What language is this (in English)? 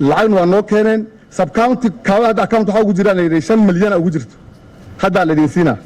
Somali